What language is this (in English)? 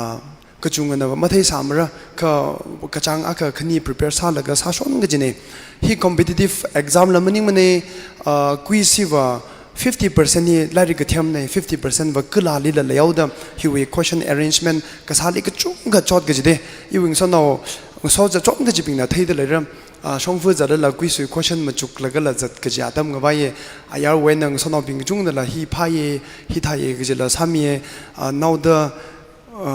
Tangkhul Naga (India)